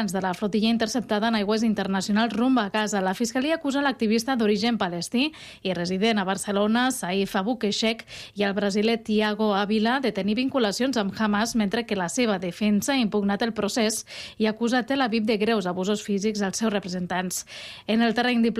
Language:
Catalan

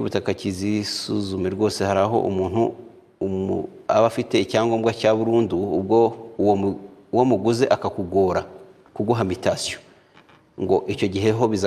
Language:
Kinyarwanda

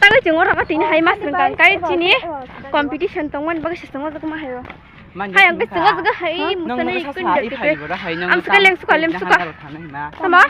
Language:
Kok Borok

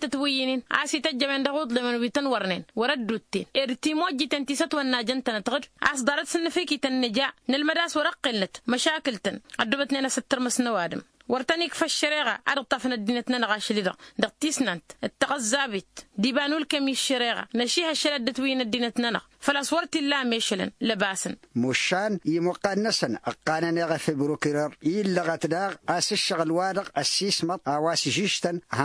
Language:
Tamasheq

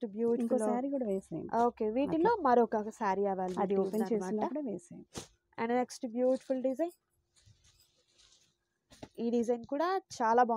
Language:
Telugu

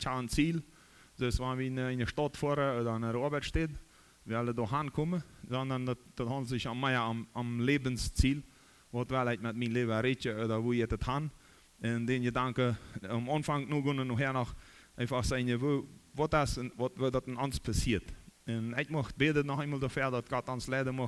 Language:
Plautdietsch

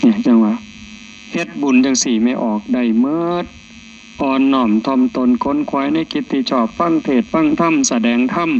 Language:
Northeastern Thai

